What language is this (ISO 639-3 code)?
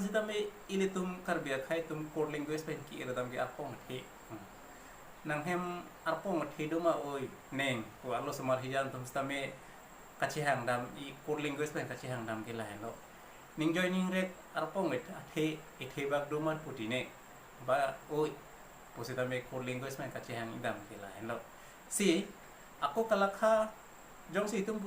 mjw